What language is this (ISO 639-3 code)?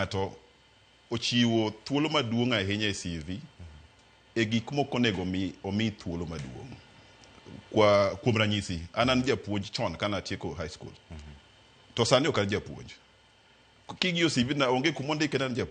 luo